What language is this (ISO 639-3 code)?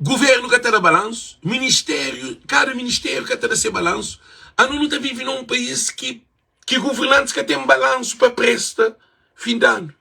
kea